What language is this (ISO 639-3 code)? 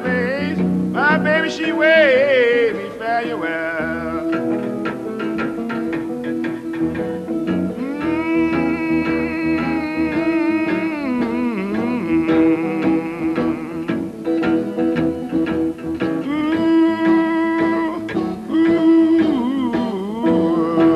eng